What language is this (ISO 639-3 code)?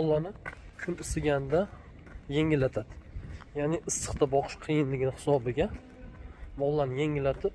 uzb